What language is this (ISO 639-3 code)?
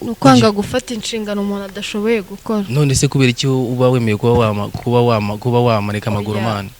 kin